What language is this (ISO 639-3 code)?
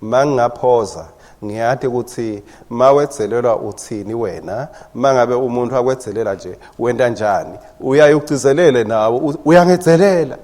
ssw